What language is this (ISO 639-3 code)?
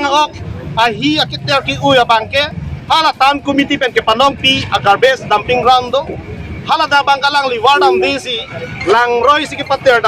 mjw